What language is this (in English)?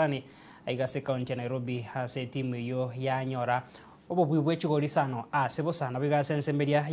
Gusii